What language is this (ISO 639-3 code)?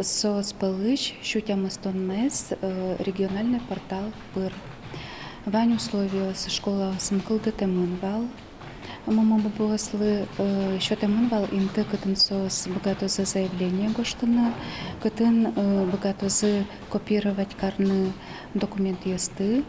udm